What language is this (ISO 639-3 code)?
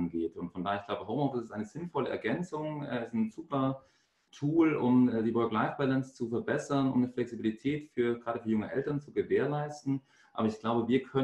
deu